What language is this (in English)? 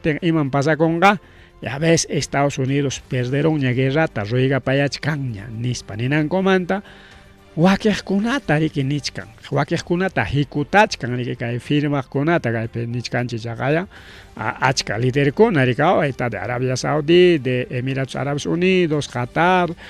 Ayacucho Quechua